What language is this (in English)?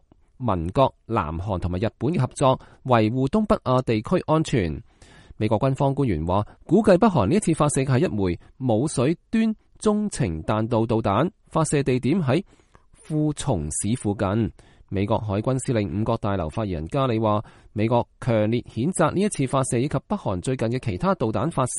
Cantonese